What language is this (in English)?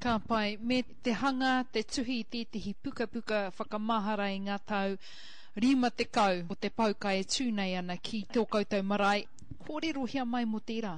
Māori